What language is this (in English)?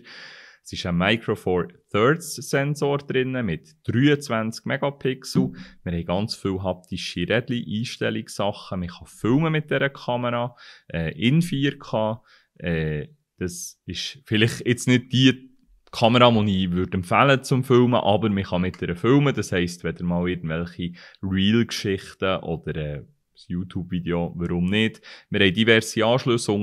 Swiss German